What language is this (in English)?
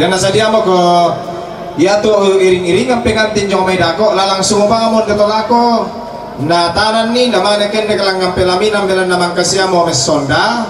Toraja-Sa'dan